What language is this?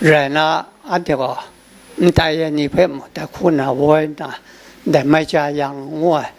Kachin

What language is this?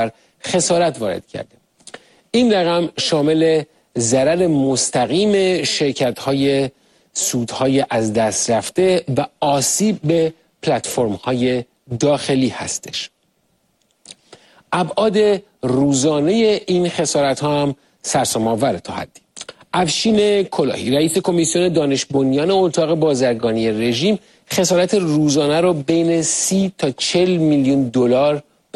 Persian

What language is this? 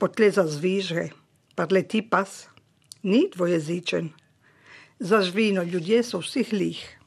Slovenian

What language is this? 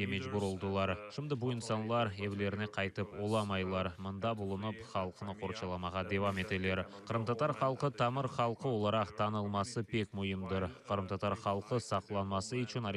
Crimean Tatar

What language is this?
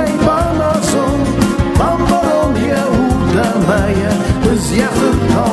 Ossetic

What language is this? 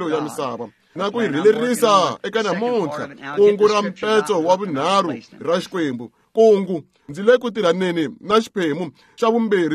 Tsonga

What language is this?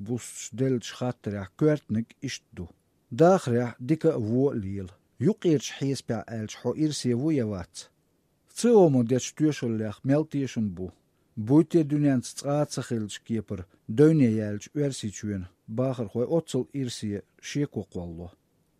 Chechen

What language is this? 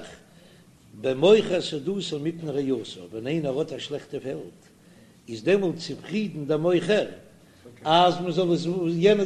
Yiddish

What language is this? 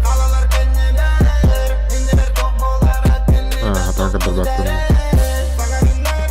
Yakut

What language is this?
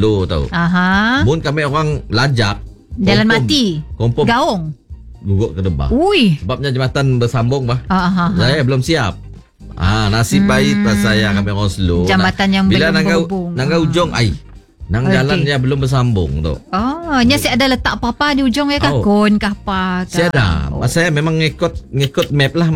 Malay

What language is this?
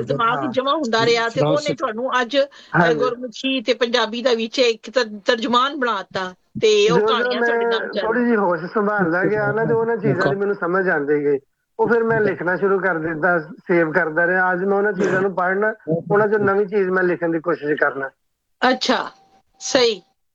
Punjabi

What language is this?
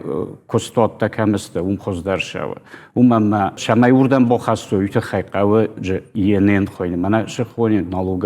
Ossetic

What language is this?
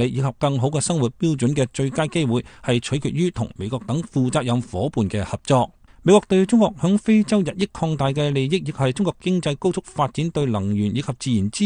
Cantonese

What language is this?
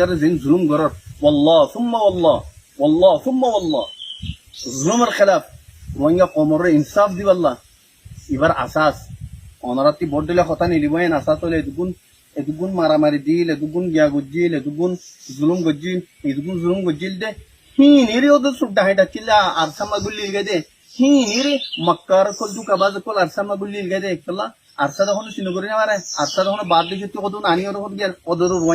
Rohingya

